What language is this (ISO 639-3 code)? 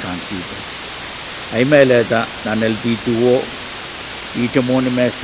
pon